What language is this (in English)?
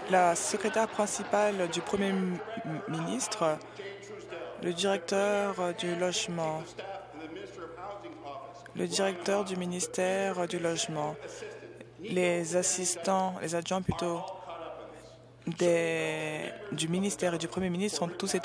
French